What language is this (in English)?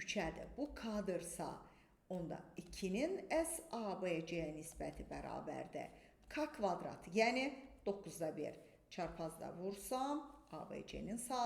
Azerbaijani